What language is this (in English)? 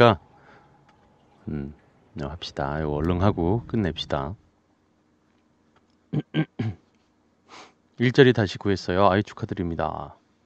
Korean